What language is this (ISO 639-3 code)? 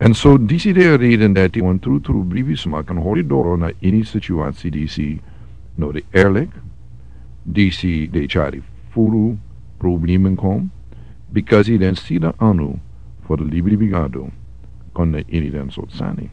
srn